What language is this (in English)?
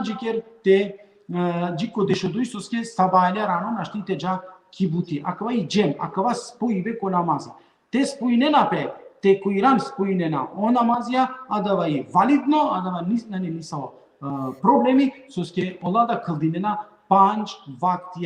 Balkan Romani